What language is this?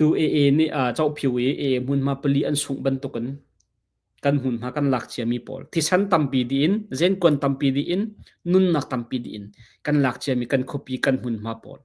Hakha Chin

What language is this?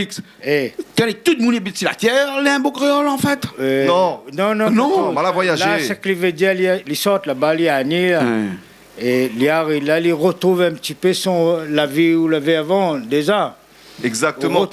Réunion Creole French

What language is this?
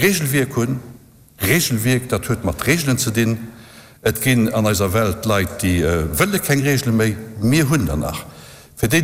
Luxembourgish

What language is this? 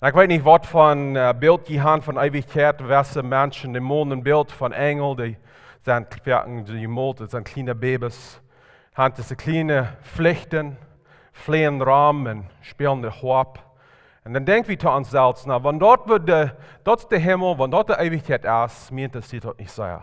Plautdietsch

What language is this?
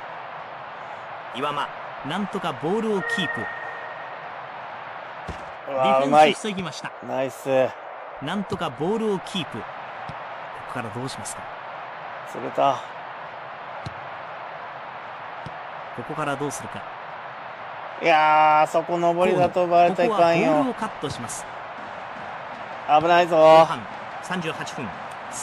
Japanese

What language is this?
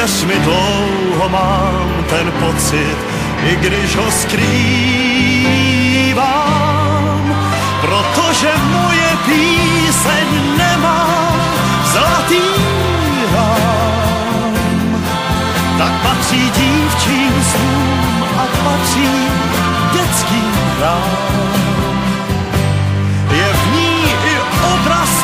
Czech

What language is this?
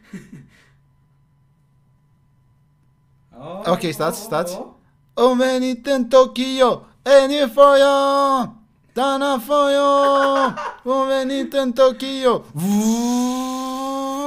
Romanian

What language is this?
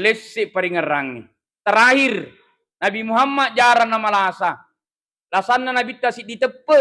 Buginese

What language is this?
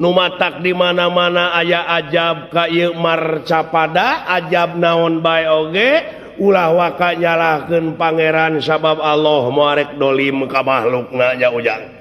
Sundanese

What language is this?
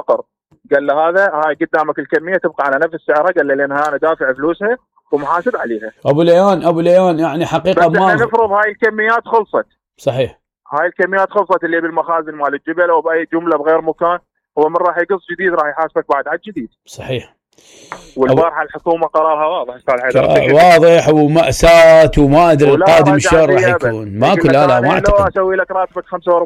Mesopotamian Arabic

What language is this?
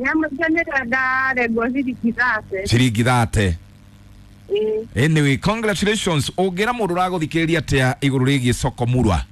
Kikuyu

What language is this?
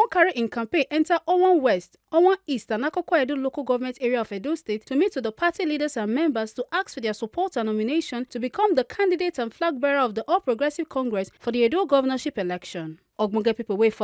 Nigerian Pidgin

